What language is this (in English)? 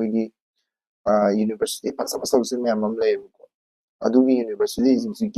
Manipuri